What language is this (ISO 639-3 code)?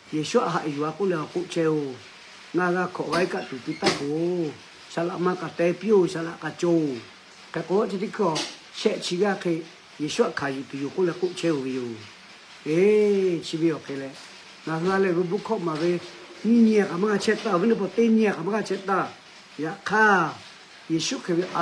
lhu